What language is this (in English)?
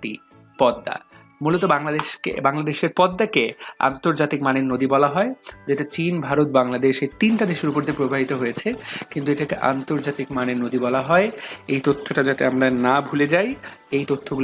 Bangla